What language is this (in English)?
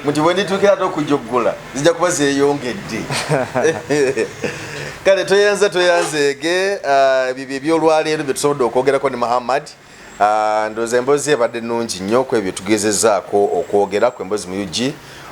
Ganda